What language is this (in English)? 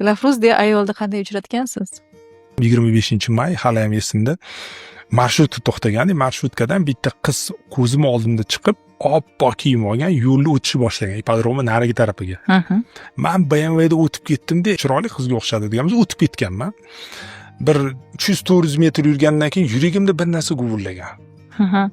Uzbek